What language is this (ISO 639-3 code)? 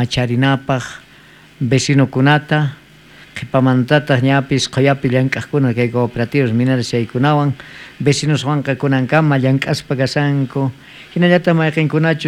quh